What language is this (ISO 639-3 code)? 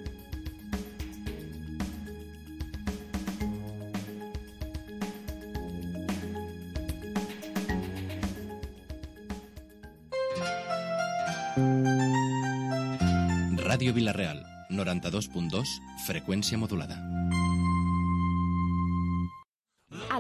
cat